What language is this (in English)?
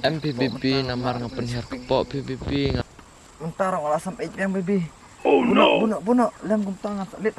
Khasi